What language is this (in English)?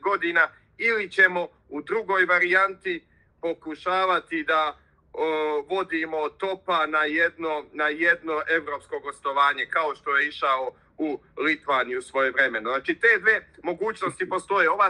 Serbian